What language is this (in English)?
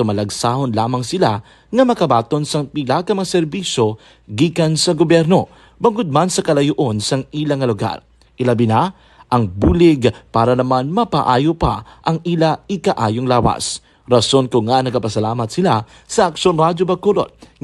Hiligaynon